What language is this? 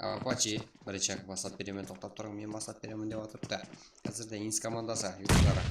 Kara-Kalpak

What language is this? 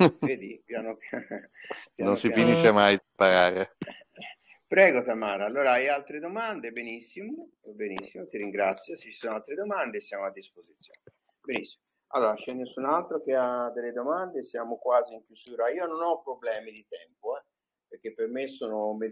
Italian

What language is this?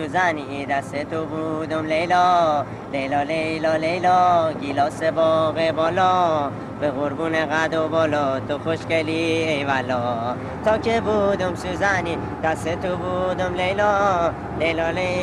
Persian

